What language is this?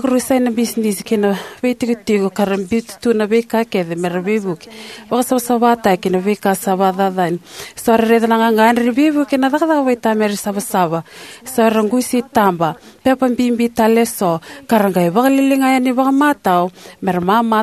Fijian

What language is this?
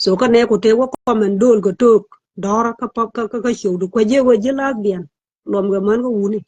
Nuer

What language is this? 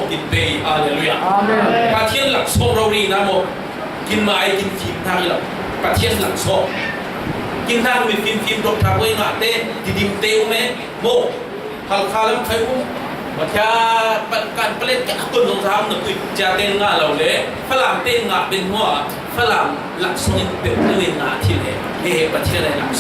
Falam Chin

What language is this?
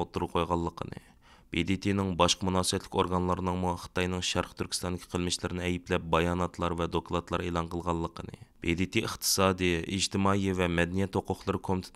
Uyghur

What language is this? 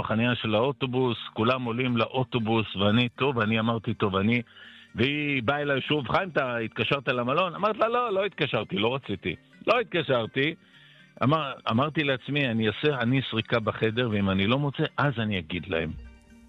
Hebrew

